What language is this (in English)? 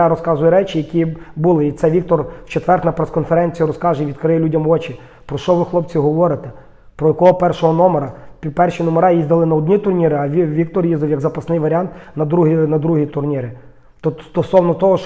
Ukrainian